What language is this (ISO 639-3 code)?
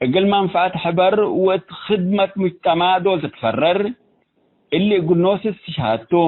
tig